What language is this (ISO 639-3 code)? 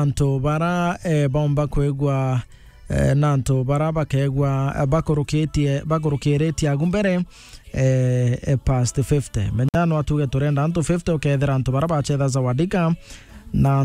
mer